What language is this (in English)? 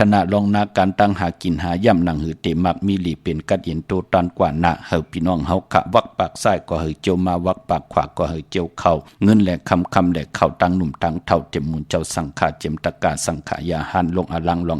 Shan